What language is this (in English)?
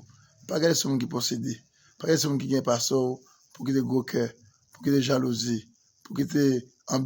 Haitian Creole